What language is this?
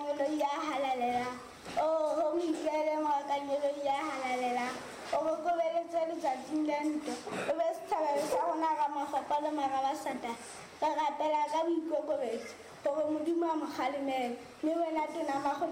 Southern Sotho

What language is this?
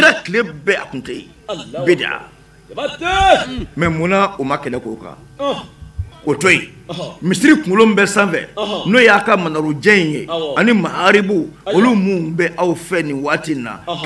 Bambara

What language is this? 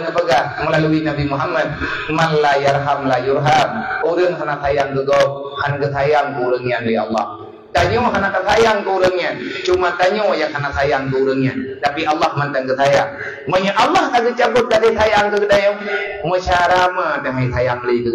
Achinese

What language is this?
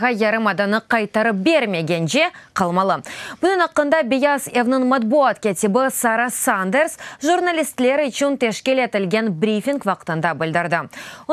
Crimean Tatar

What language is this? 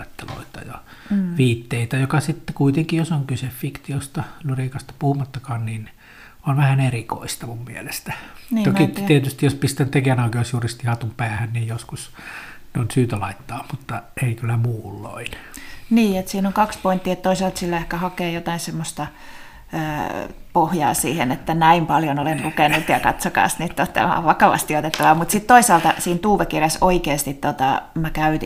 Finnish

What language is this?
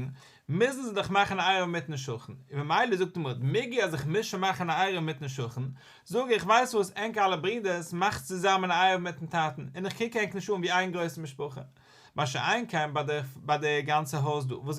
Yiddish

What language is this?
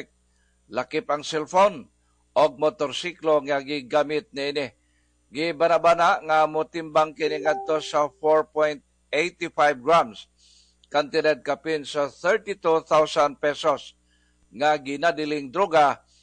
Cebuano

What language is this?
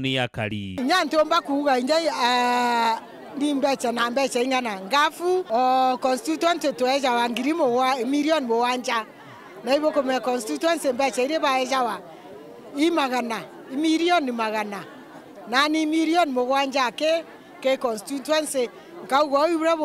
Meru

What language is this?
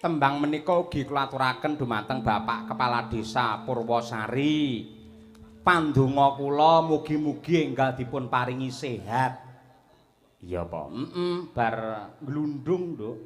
Javanese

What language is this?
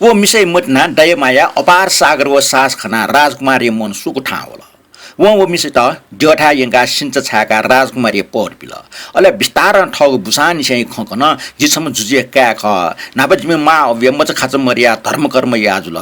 Newari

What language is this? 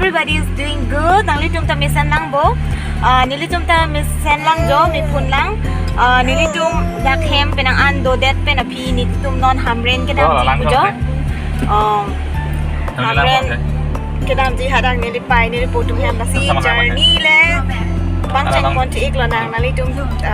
Karbi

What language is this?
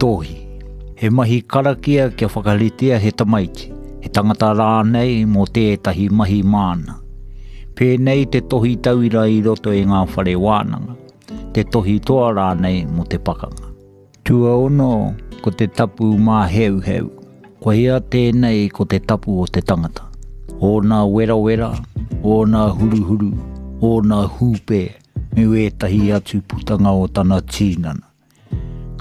Māori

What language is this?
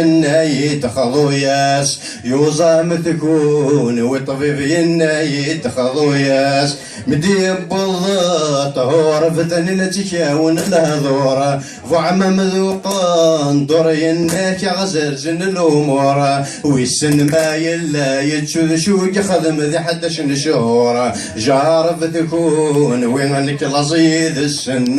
Kabyle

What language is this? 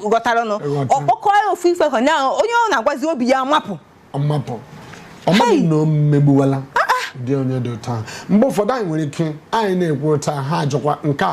Igbo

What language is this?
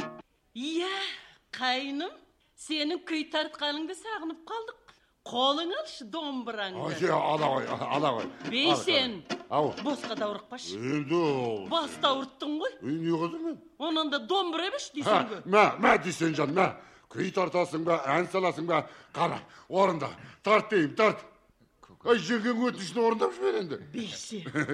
Kazakh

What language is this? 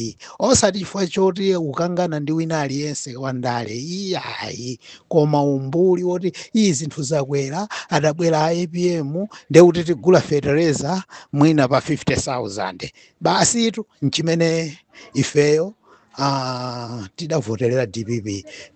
Nyanja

